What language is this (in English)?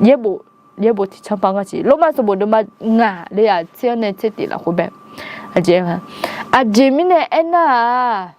Akha